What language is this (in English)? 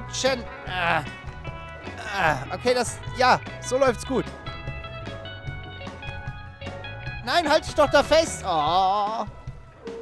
German